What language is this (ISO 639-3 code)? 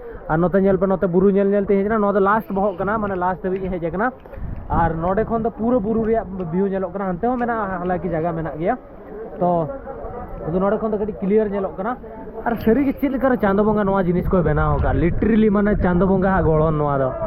sat